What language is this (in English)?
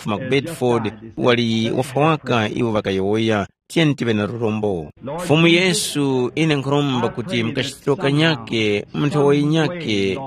Tumbuka